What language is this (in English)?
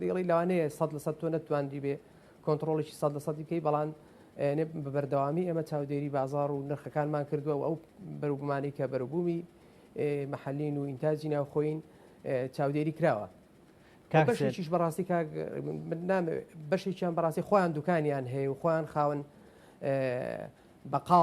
Central Kurdish